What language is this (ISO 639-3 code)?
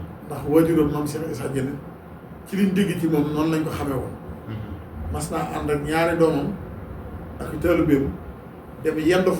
wol